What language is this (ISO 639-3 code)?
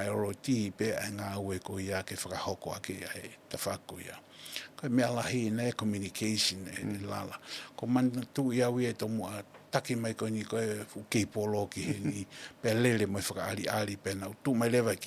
ton